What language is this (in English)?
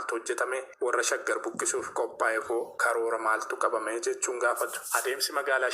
Oromo